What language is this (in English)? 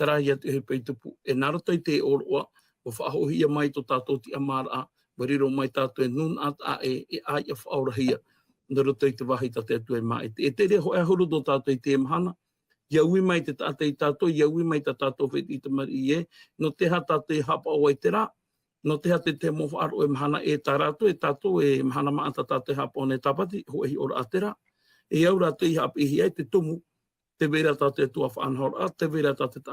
Tahitian